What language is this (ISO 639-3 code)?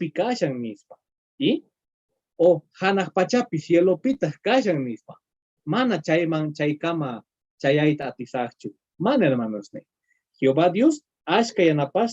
que